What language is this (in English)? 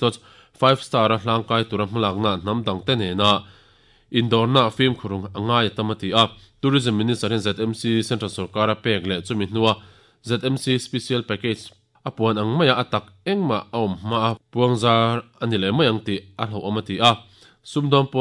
Mizo